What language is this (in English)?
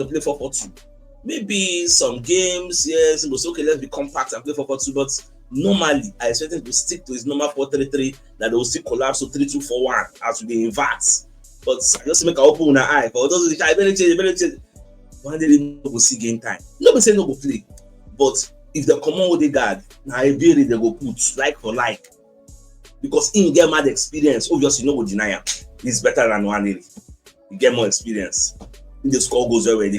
Nigerian Pidgin